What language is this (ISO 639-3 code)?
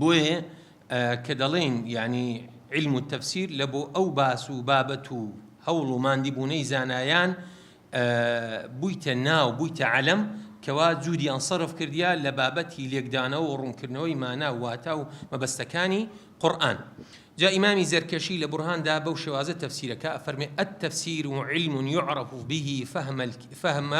ckb